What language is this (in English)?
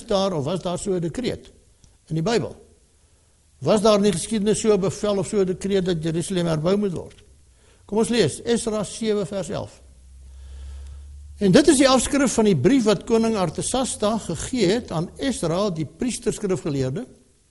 Afrikaans